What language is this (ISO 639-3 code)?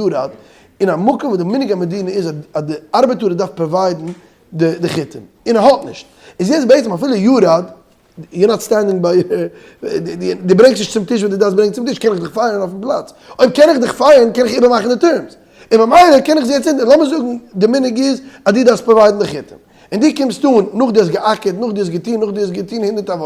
yid